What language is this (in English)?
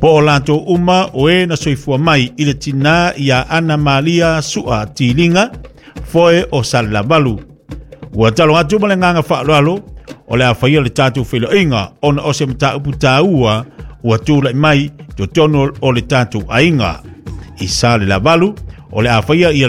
Samoan